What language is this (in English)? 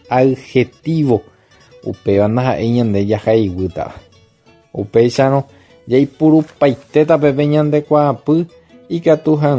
Guarani